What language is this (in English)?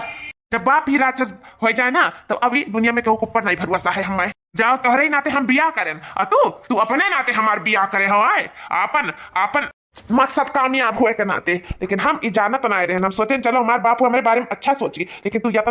Awadhi